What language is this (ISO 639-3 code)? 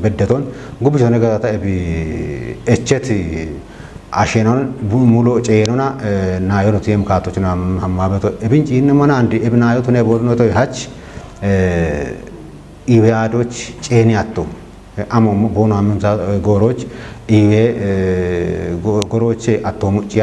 kbr